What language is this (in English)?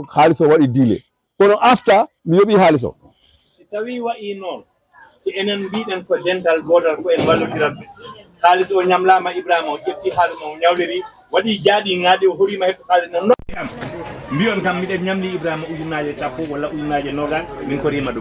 Fula